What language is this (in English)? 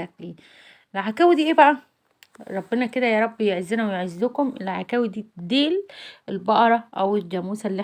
Egyptian Arabic